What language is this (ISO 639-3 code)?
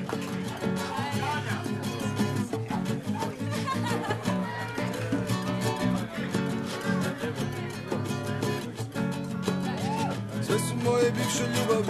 srp